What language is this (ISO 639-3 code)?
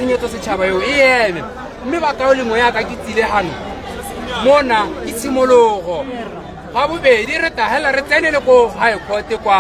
tsn